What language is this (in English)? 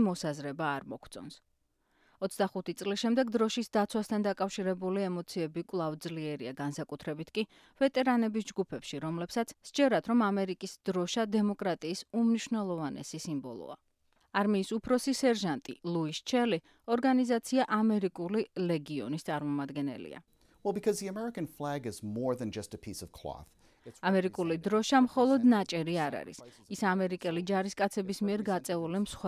Georgian